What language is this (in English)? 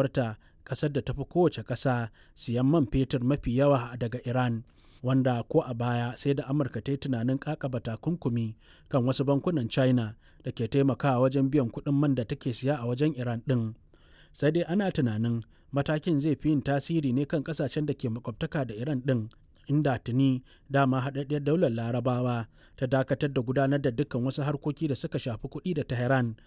Hausa